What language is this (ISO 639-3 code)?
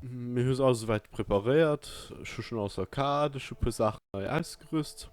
ltz